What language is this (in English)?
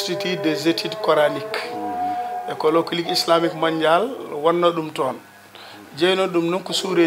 Fula